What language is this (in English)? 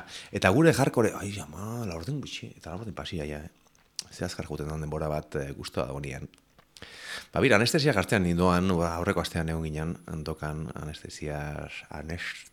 Basque